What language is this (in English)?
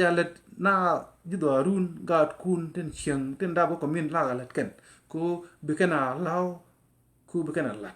Nuer